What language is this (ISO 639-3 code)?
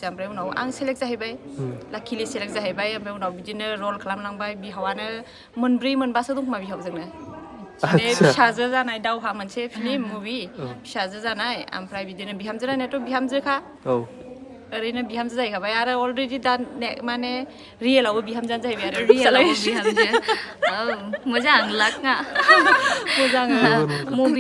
brx